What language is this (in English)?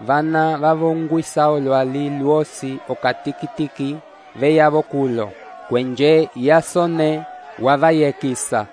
Umbundu